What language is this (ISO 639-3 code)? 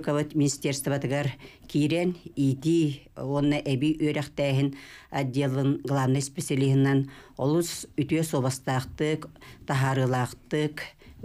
sah